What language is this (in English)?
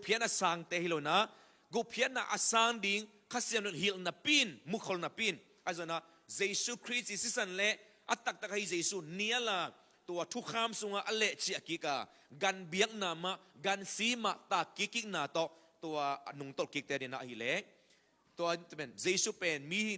Tedim Chin